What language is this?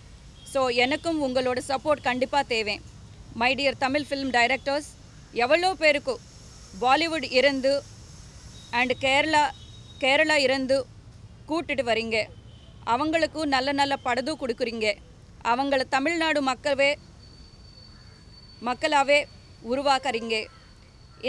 Tamil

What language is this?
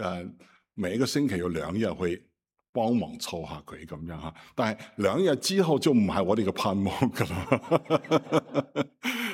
Cantonese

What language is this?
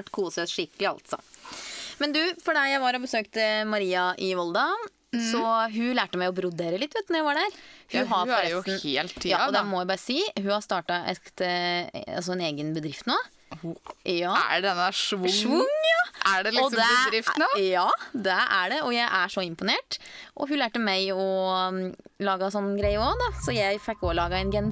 Norwegian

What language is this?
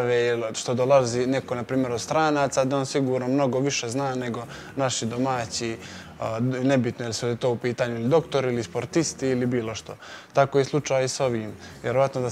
Bosnian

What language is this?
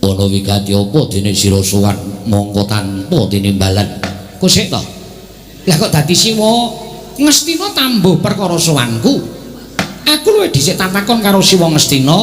Javanese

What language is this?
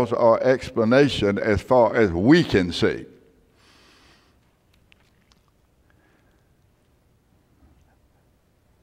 English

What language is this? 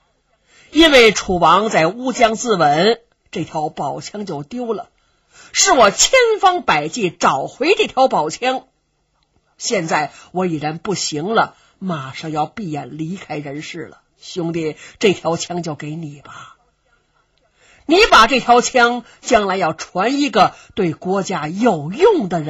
Chinese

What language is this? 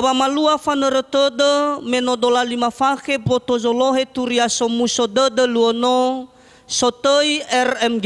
Nias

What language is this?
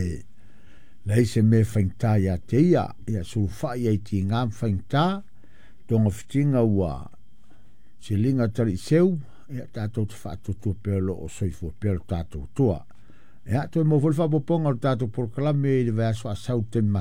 Samoan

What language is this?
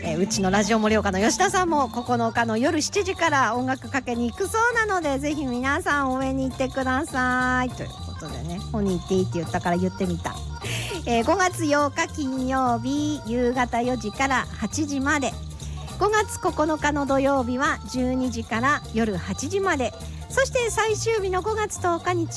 Japanese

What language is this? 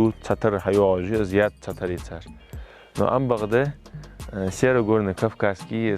Ingush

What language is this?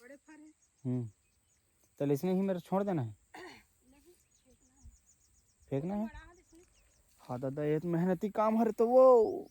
Chhattisgarhi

